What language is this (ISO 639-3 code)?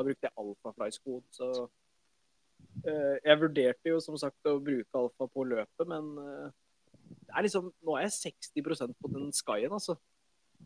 nor